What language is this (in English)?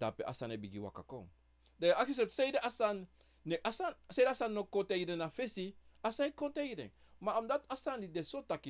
Sranan Tongo